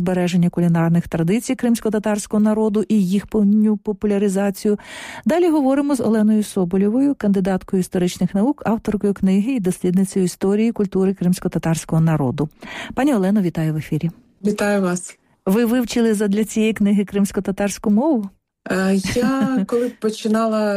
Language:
Ukrainian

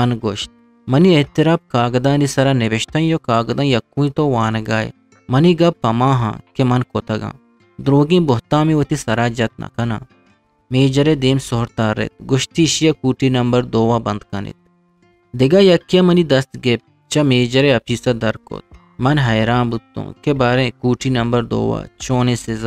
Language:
Eastern Balochi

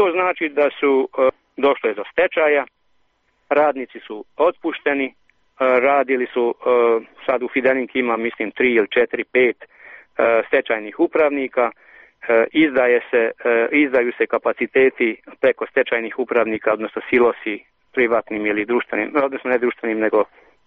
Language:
Serbian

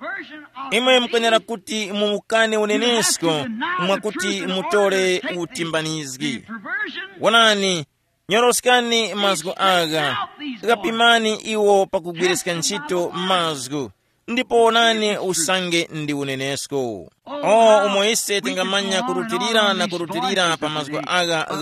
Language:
Tumbuka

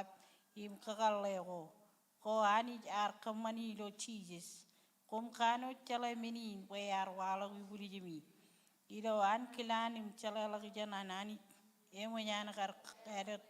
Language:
Marshallese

